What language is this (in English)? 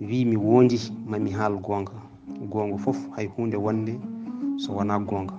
Fula